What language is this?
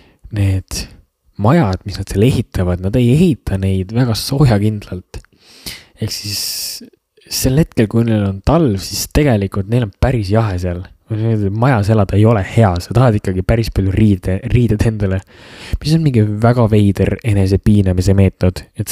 Estonian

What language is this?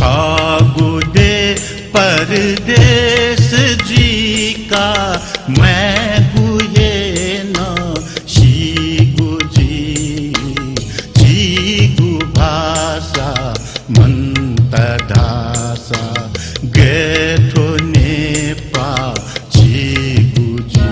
Newari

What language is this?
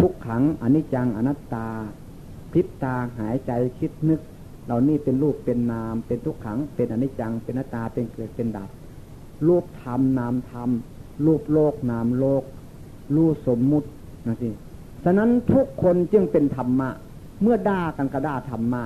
Northeastern Thai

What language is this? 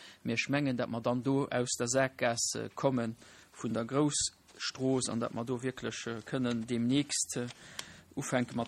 Luxembourgish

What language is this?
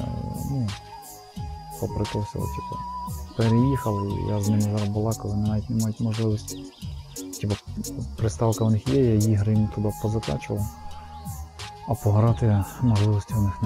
Ukrainian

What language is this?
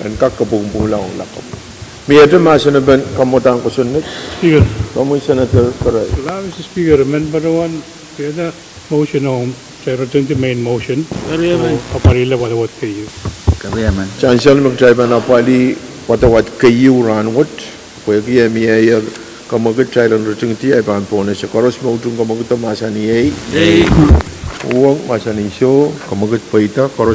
Pohnpeian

